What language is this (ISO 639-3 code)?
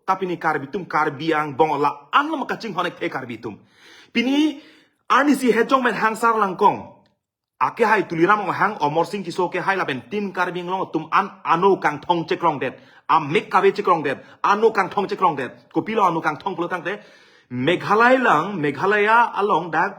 mjw